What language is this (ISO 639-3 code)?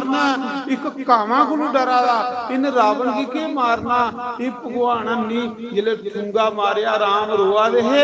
doi